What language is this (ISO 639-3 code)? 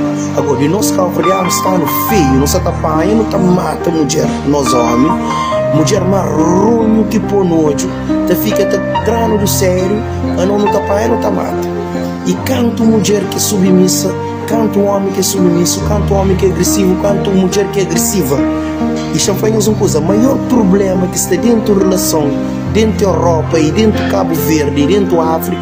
kea